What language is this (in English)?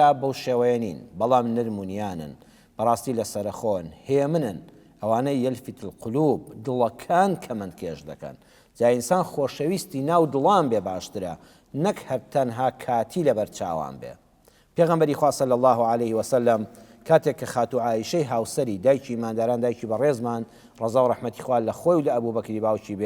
Central Kurdish